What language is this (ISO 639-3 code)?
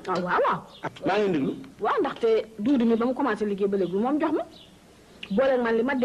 wol